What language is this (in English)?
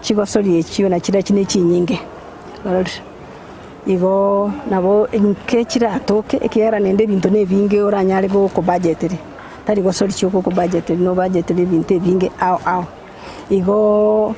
Gusii